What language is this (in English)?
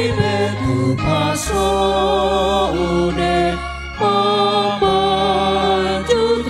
Batak Toba